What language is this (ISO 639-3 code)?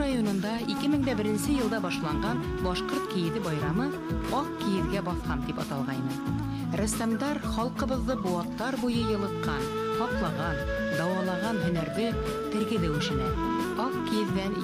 bak